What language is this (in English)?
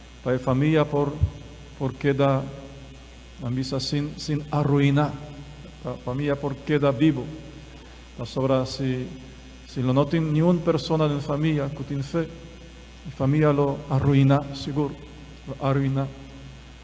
Papiamento